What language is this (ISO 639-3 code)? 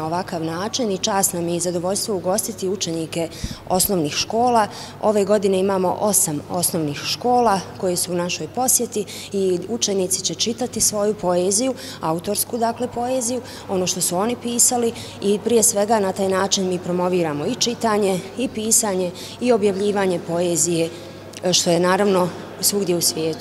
bos